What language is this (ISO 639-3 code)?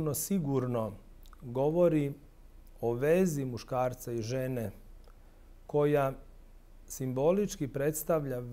srp